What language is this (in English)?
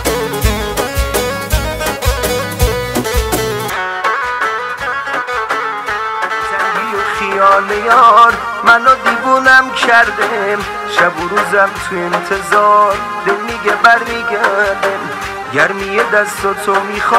Persian